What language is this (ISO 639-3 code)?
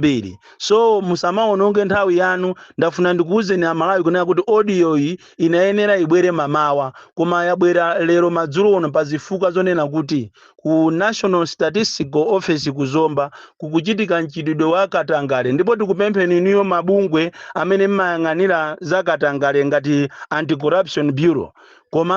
nya